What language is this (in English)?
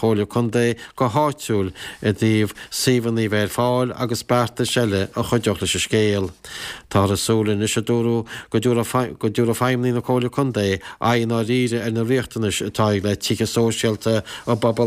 Irish